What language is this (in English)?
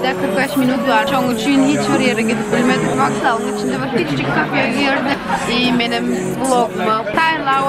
Turkmen